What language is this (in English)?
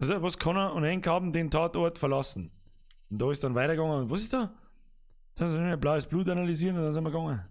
Bavarian